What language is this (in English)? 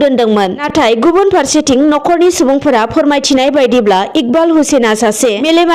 Bodo